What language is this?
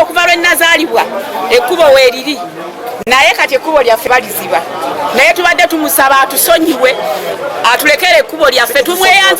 Ganda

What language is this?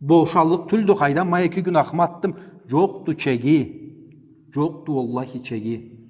Karachay-Balkar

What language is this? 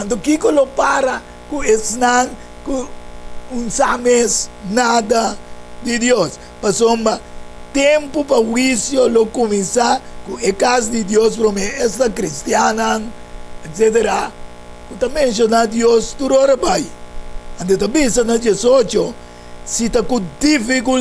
Papiamento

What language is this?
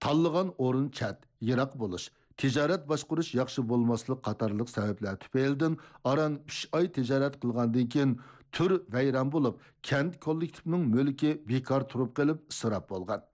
Uyghur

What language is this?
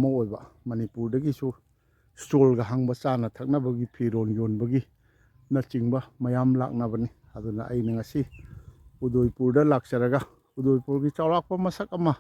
Manipuri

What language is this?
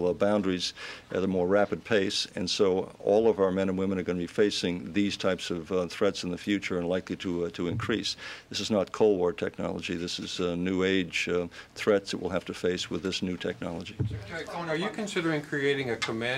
English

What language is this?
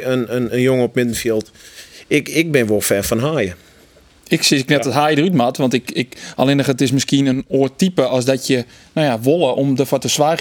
Western Frisian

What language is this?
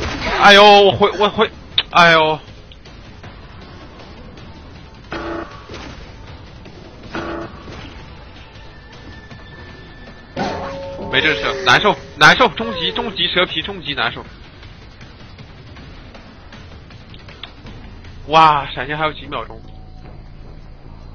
Chinese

